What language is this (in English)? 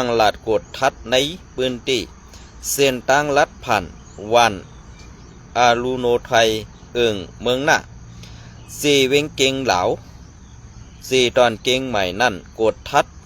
Shan